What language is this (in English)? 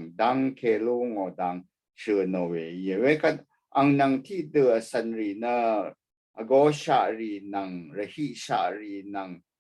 Rawang